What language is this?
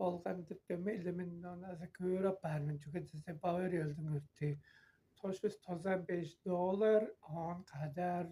Tuvinian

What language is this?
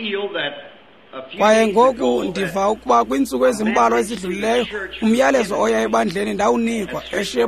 Xhosa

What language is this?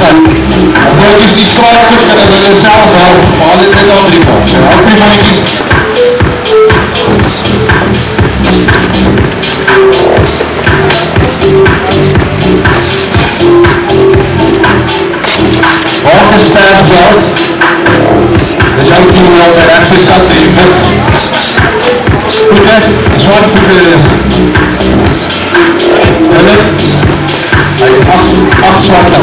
Afrikaans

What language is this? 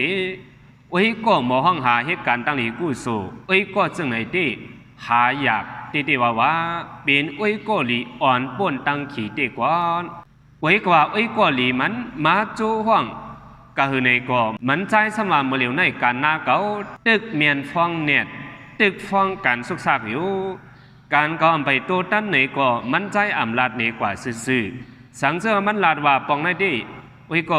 Shan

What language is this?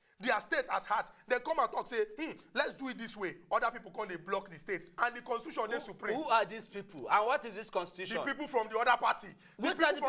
Nigerian Pidgin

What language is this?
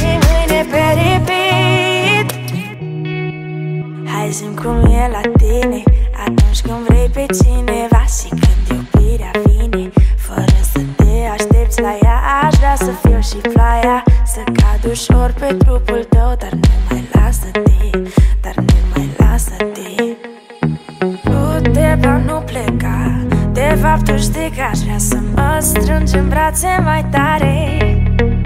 Romanian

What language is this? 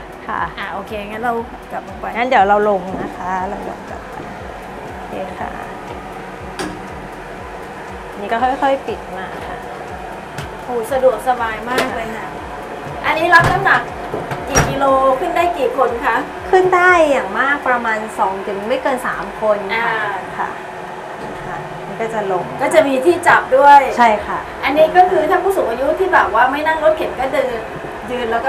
Thai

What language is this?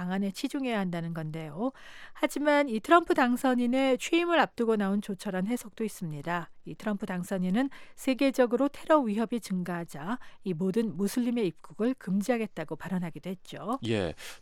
Korean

